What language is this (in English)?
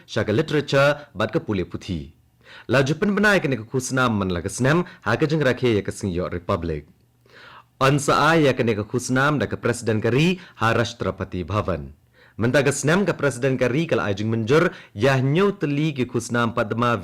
Khasi